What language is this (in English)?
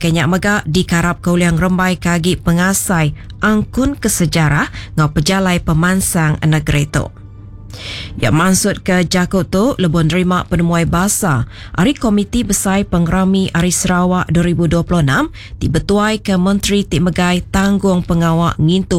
Iban